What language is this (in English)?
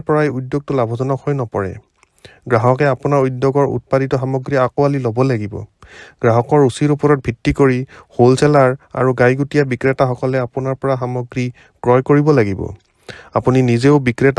Assamese